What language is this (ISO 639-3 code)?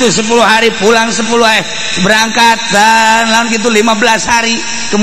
sun